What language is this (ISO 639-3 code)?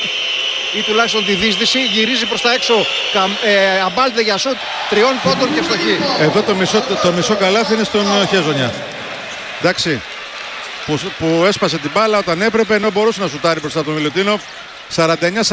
ell